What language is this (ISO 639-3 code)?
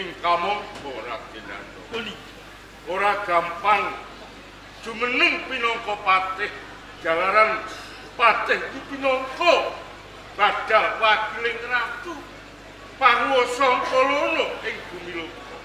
jav